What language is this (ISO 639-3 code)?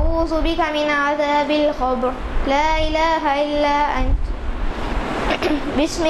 urd